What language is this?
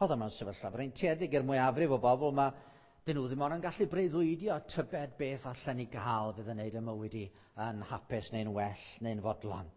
Welsh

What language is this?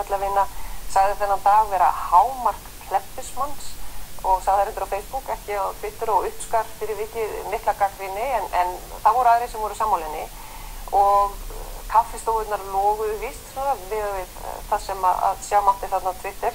Icelandic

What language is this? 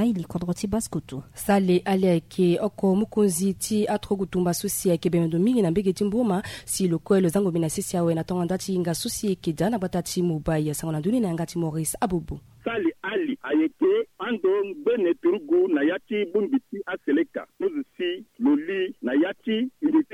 Sango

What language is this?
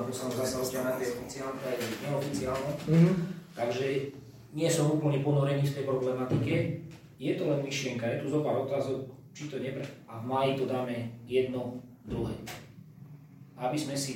Slovak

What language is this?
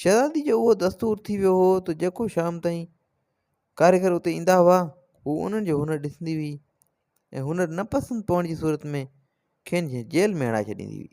Sindhi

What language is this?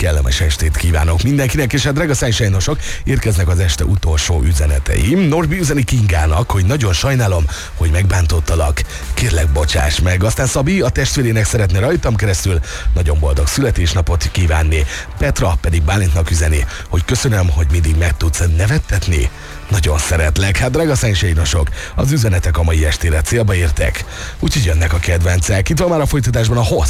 Hungarian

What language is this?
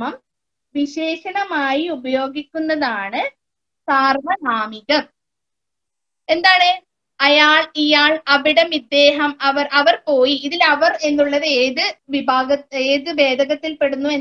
Malayalam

